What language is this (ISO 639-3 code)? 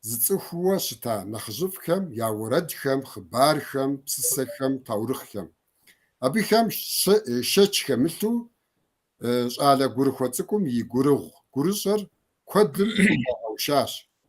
kbd